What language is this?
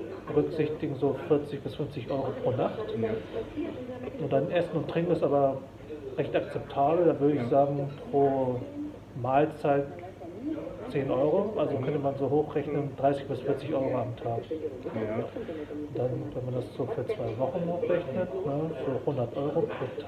German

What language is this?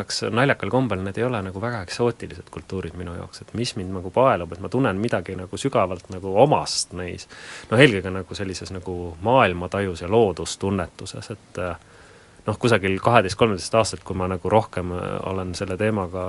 Estonian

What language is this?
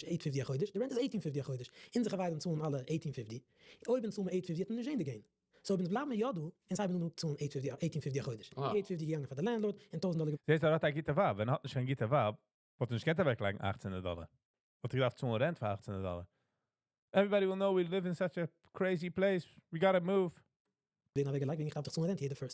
Yiddish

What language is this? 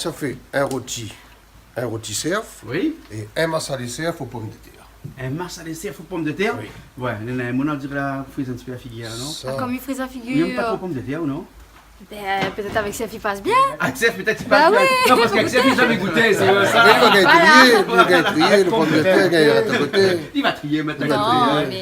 Réunion Creole French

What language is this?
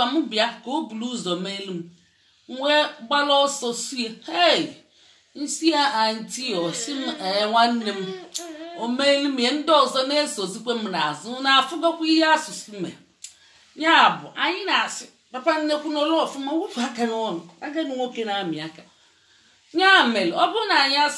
Igbo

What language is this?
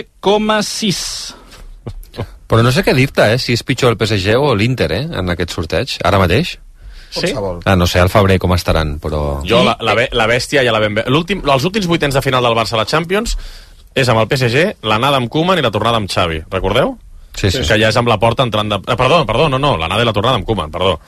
Catalan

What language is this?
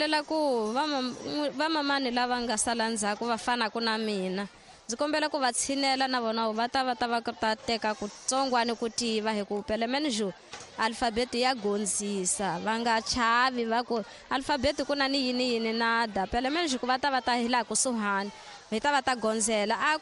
Tsonga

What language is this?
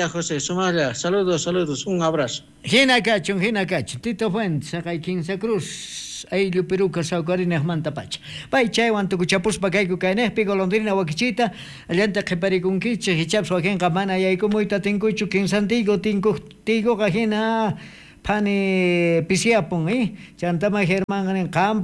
South Bolivian Quechua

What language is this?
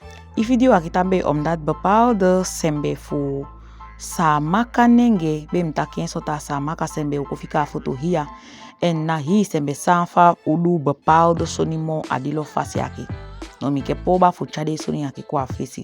Saramaccan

